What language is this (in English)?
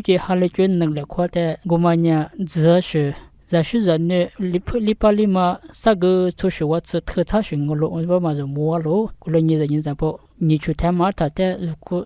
Lisu